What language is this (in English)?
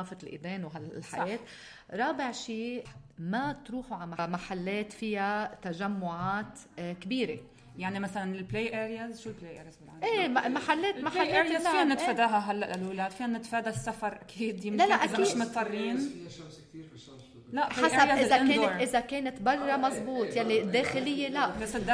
North Levantine Arabic